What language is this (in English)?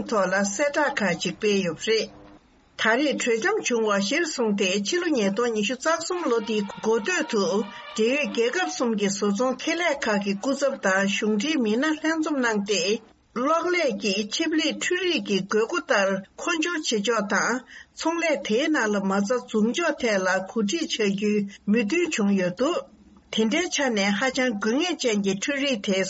Tibetan